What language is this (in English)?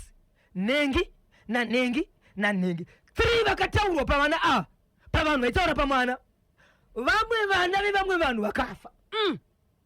Shona